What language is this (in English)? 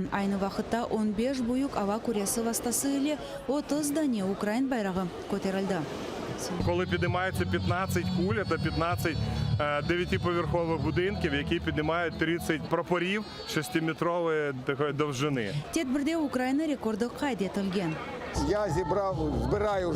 Crimean Tatar